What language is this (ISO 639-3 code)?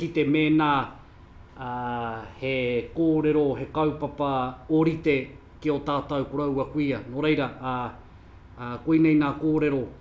mri